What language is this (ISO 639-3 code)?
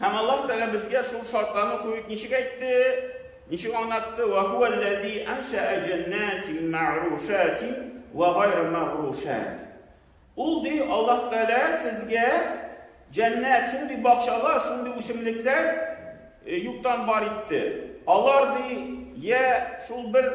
tat